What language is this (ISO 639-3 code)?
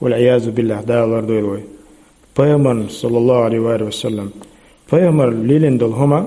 che